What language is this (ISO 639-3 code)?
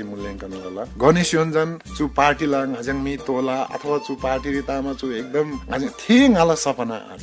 taj